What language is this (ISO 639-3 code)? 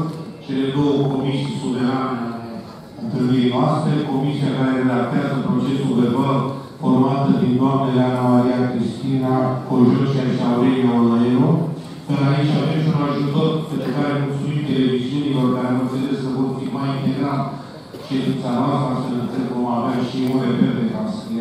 ron